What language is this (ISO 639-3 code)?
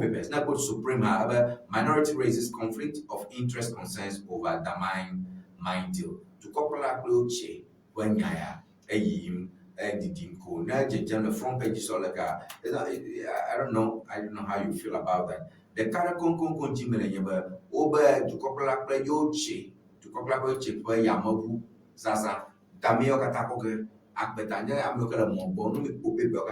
ewe